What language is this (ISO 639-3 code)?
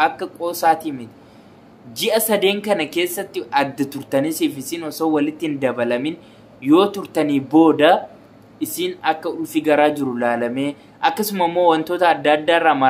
orm